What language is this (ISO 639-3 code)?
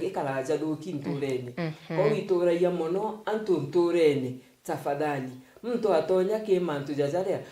mer